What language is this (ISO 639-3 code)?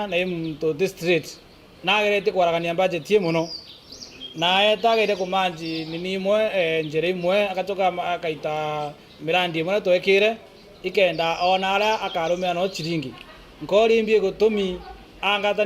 mer